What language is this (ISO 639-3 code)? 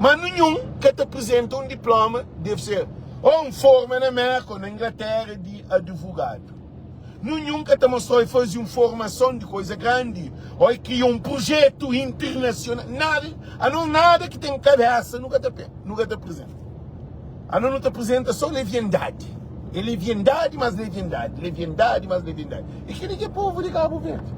kea